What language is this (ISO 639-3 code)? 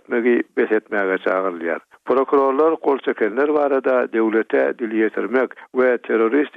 tuk